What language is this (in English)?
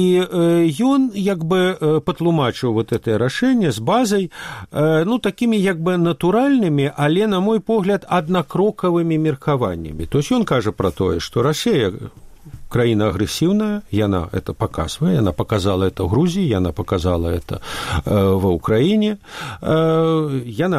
Belarusian